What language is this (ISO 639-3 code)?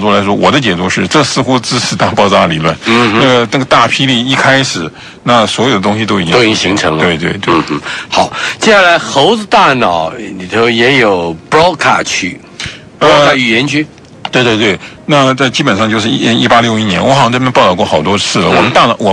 zho